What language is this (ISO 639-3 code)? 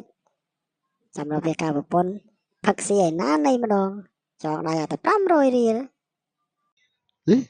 khm